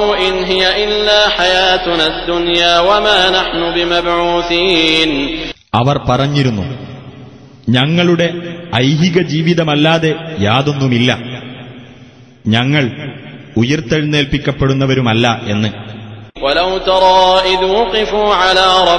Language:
Malayalam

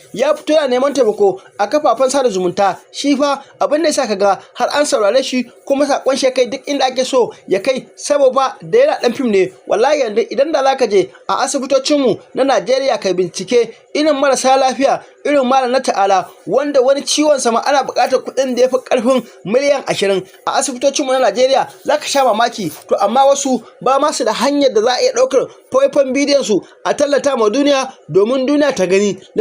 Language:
Hausa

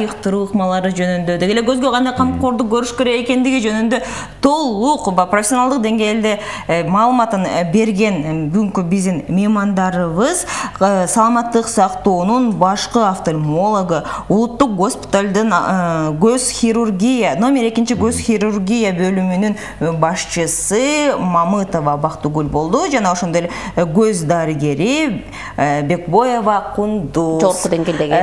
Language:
Kyrgyz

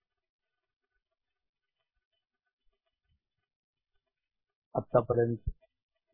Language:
Marathi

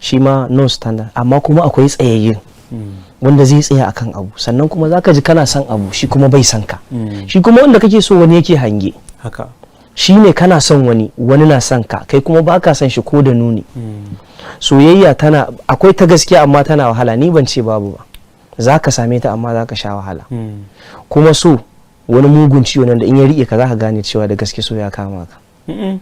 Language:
Hausa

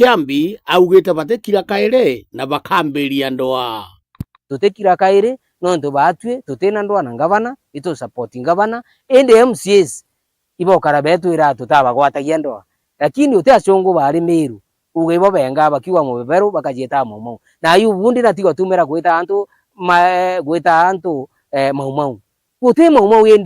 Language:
Meru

